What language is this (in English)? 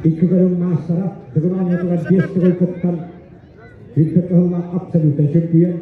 Yakut